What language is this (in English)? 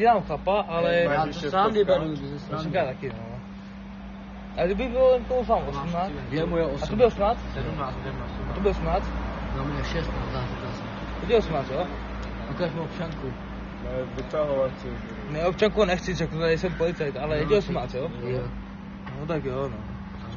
Czech